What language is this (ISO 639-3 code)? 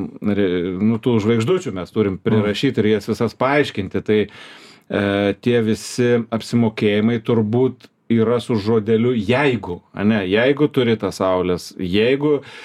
lit